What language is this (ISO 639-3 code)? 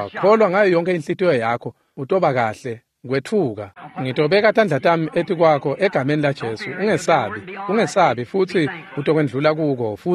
ssw